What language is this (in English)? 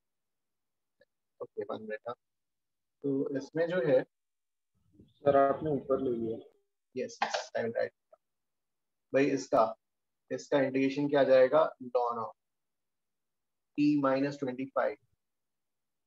Hindi